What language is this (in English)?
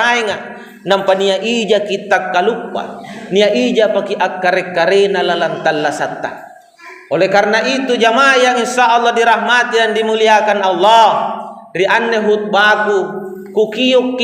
Makasar